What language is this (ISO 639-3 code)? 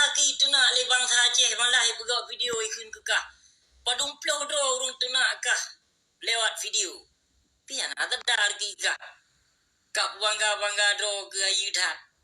ace